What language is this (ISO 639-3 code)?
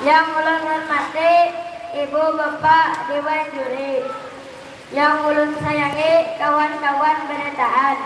bjn